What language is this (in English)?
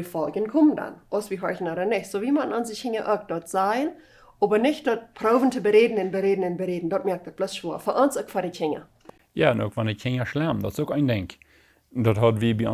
Plautdietsch